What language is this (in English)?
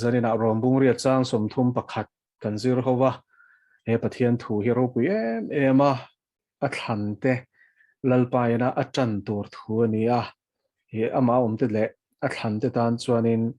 Mizo